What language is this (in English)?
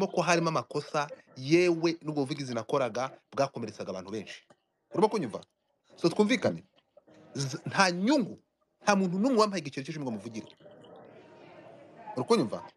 Kinyarwanda